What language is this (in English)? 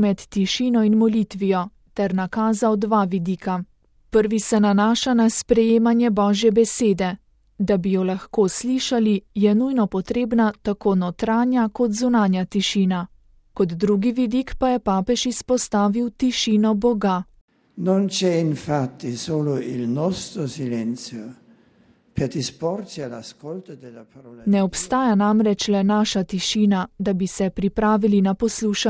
Slovenian